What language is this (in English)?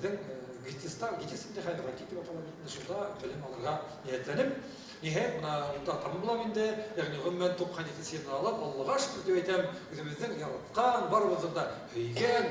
Bashkir